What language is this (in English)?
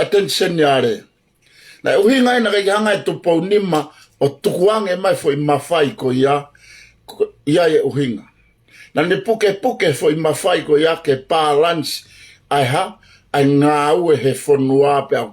Tongan